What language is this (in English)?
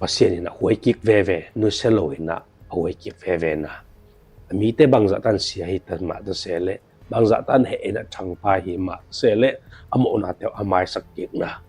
Tedim Chin